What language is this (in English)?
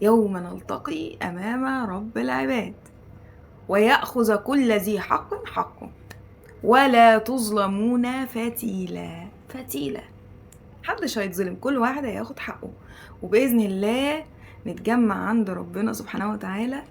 Egyptian Arabic